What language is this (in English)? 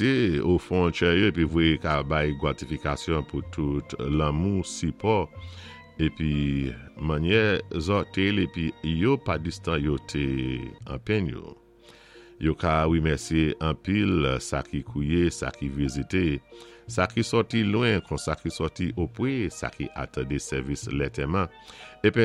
Saint Lucian Creole French